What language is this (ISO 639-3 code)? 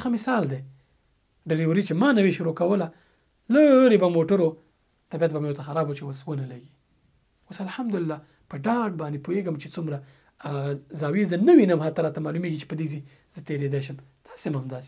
pus